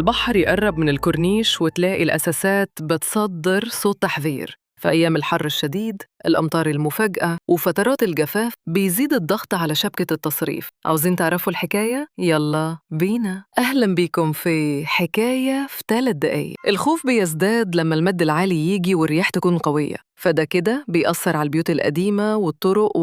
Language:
Egyptian Arabic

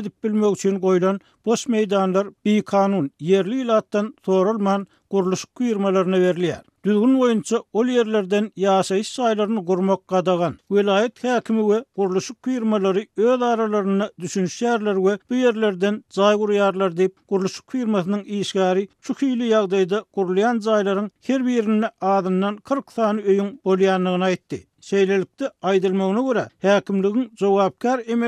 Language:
Turkmen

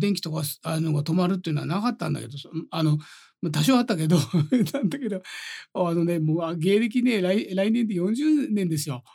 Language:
Japanese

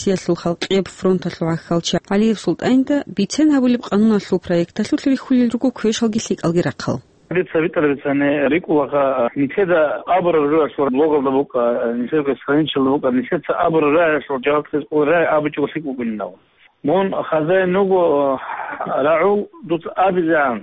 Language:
Avaric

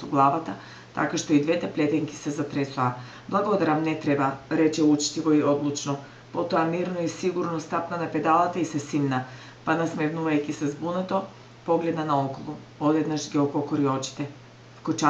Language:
Macedonian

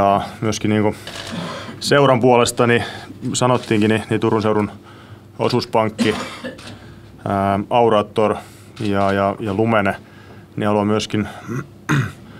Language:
Finnish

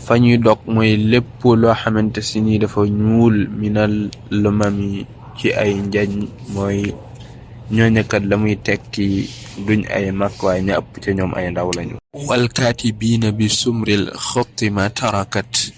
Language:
Wolof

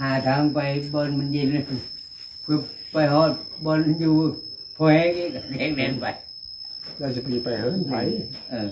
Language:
Northeastern Thai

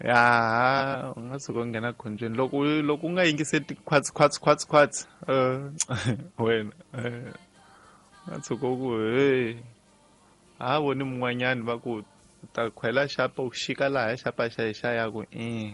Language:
Tsonga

